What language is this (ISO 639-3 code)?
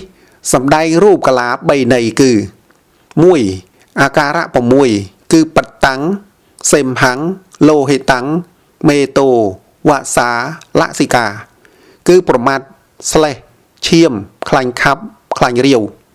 khm